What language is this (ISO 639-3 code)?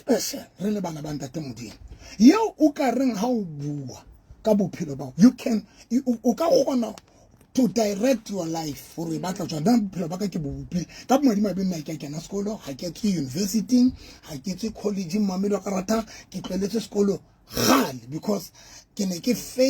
sot